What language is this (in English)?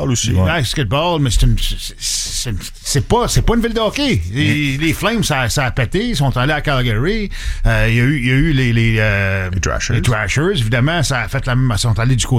French